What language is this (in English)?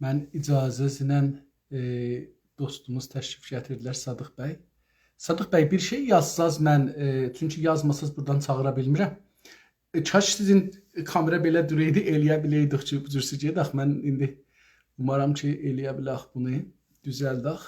South Azerbaijani